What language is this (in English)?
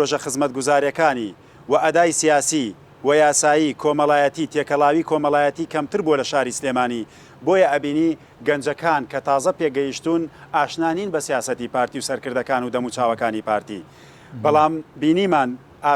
Central Kurdish